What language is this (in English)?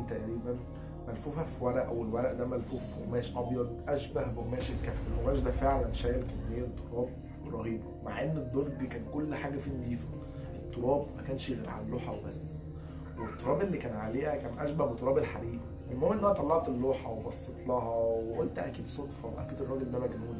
Egyptian Arabic